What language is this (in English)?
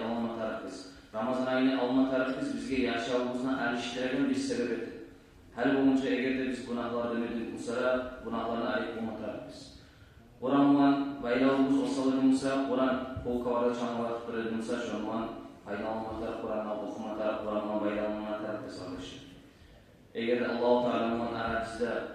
Kumyk